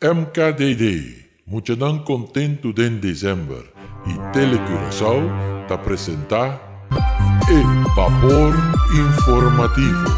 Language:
Papiamento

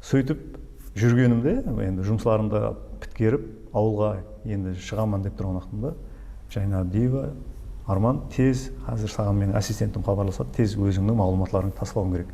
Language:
Kara-Kalpak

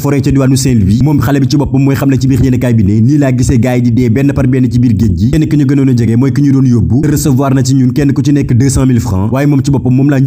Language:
Wolof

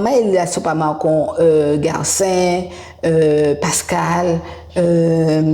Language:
Guadeloupean Creole French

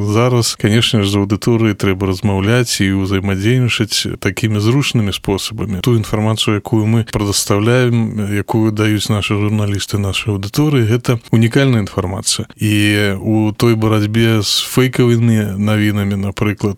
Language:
Belarusian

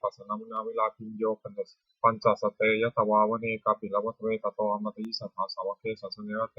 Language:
Pali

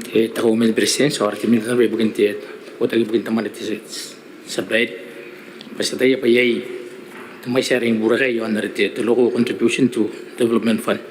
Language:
Gilbertese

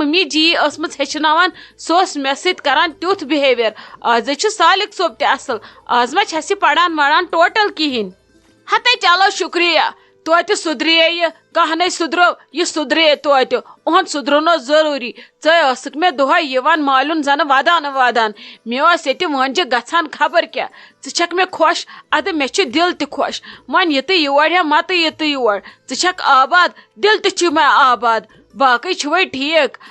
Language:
Kashmiri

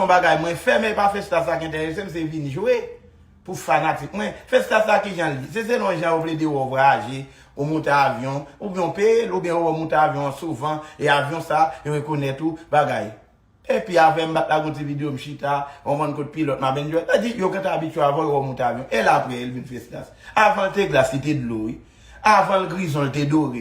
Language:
Haitian Creole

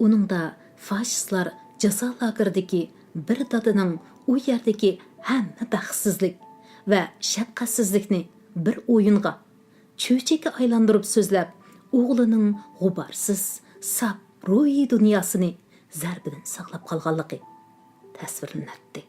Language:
Uyghur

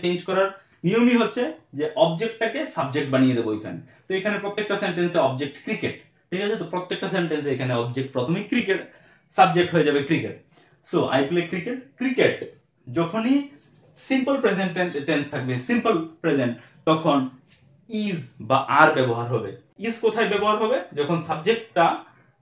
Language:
Bangla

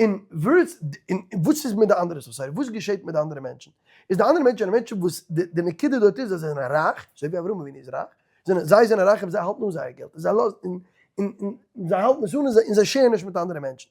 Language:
Yiddish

